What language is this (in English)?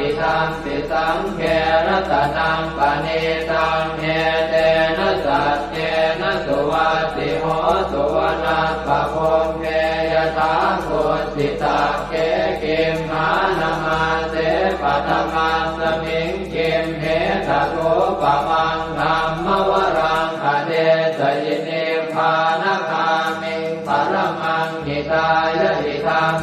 Pali